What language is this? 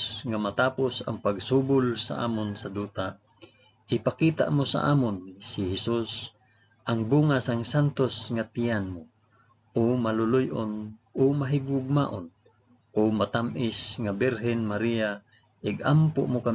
Hiligaynon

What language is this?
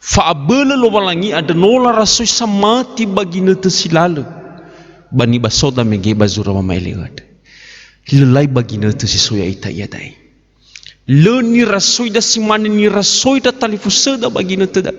Nias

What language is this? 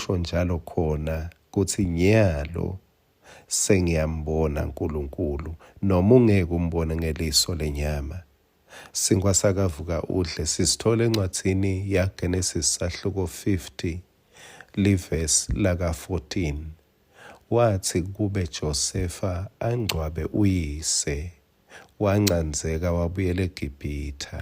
Swati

